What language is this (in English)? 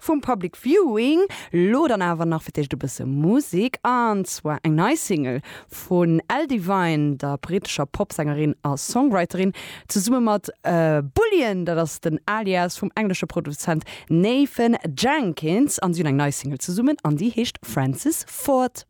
Luxembourgish